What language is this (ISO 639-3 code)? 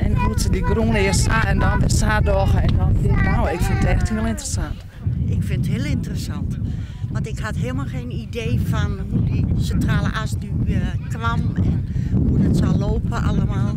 fry